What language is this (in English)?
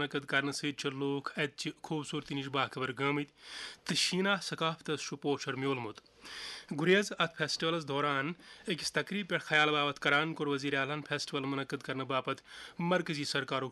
Kashmiri